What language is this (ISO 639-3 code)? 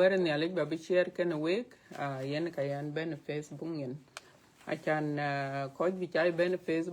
din